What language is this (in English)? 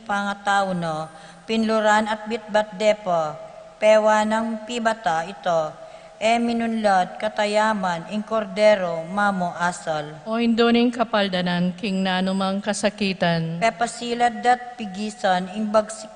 Pampanga